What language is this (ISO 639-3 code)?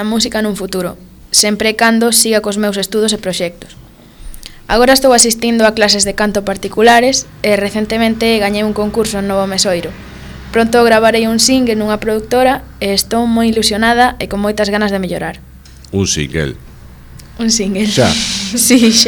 glg